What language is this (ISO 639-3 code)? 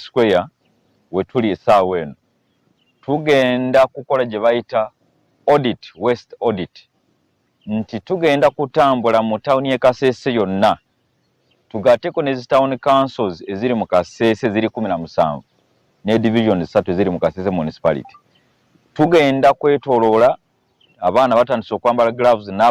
lug